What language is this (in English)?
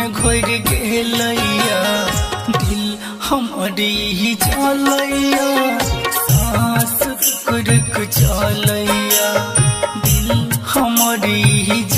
Bhojpuri